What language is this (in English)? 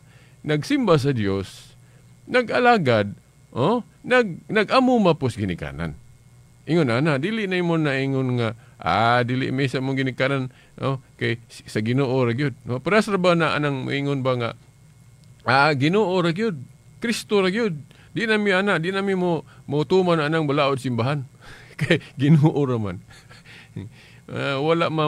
Cebuano